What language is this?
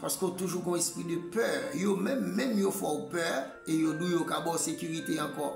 Haitian Creole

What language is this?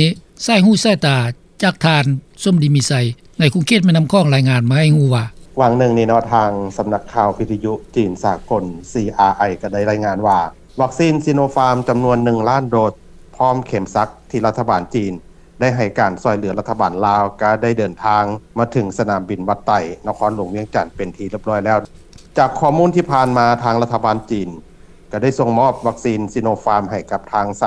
Lao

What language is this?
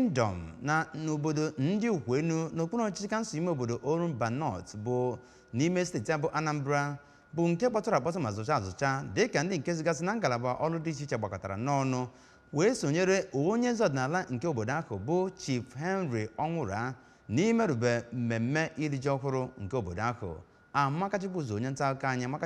Igbo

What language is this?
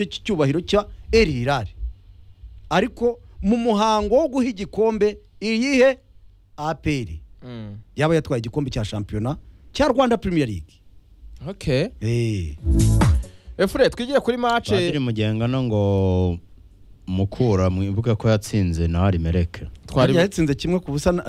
Kinyarwanda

